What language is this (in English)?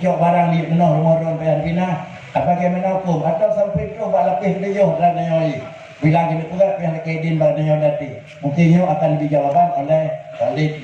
Achinese